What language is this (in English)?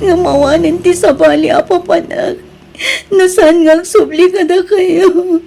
Iloko